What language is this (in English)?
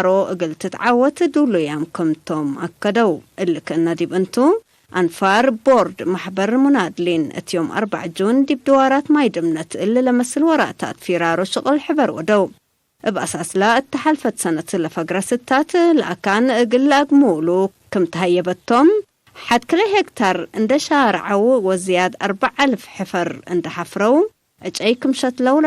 Tigre